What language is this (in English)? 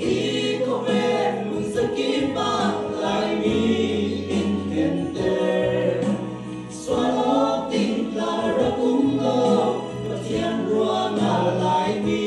Falam Chin